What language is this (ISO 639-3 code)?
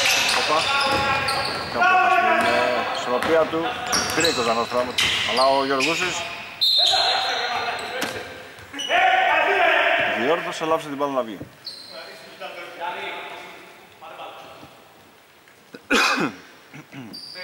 ell